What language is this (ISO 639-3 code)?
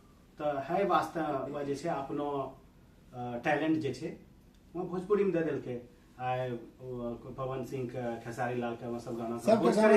anp